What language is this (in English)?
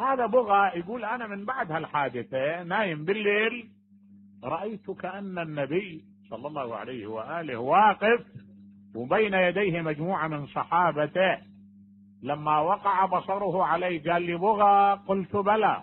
Mesopotamian Arabic